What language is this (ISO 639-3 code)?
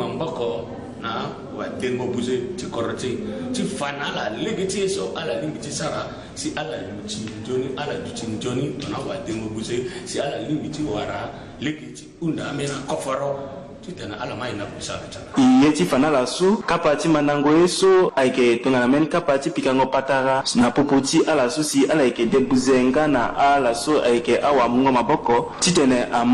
sag